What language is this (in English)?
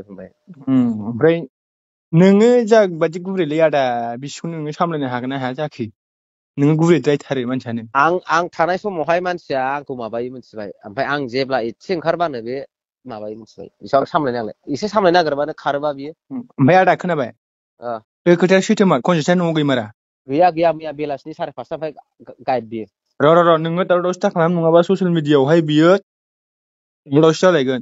Bodo